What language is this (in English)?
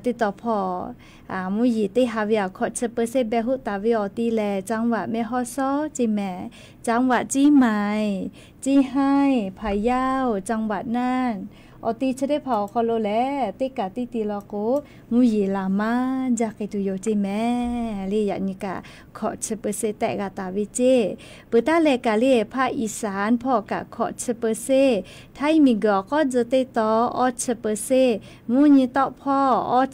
Lahu